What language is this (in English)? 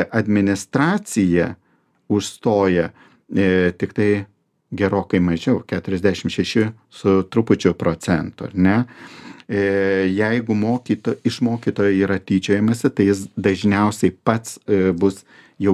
Lithuanian